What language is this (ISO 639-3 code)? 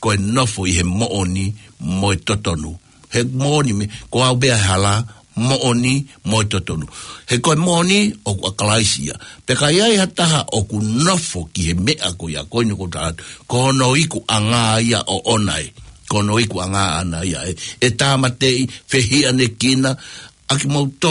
ton